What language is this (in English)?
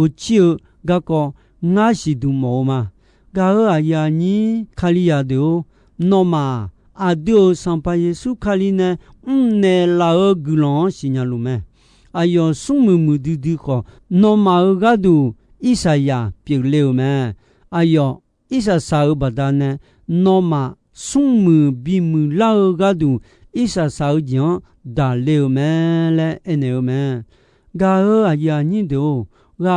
Akha